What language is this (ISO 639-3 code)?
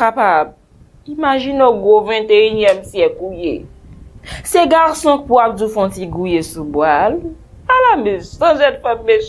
hat